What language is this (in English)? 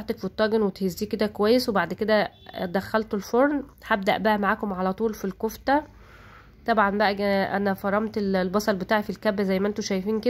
Egyptian Arabic